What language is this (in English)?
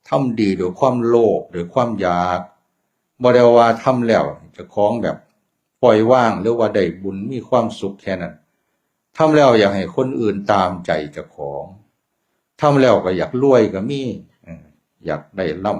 Northeastern Thai